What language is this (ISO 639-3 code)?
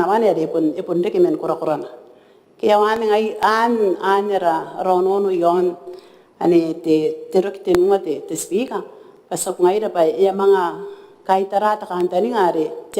gil